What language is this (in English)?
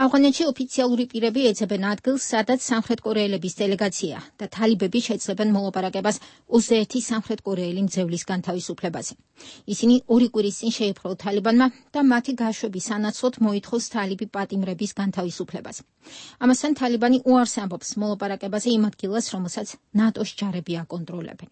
Georgian